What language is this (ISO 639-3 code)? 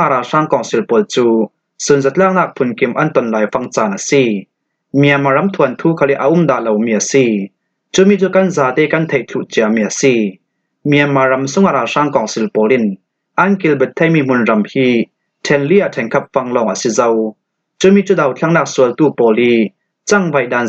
cfm